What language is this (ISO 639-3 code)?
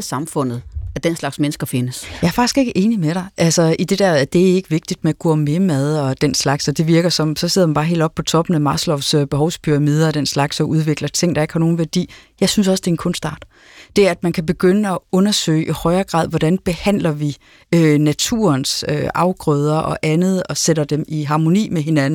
dan